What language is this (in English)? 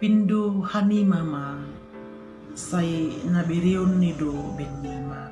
Batak Simalungun